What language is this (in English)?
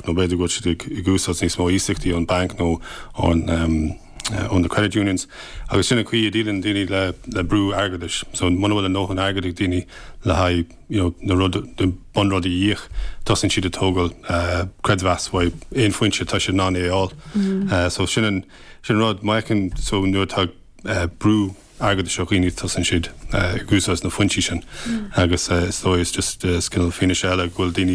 Irish